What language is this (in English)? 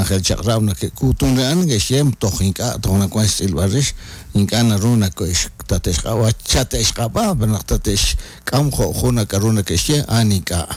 Kekchí